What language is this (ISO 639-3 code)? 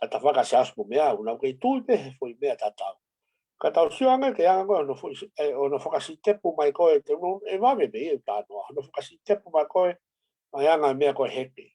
ton